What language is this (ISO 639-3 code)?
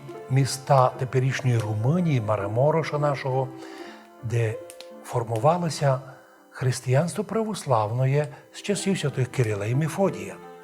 rue